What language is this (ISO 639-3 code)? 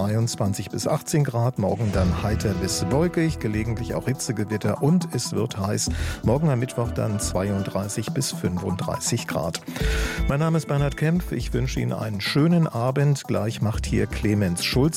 deu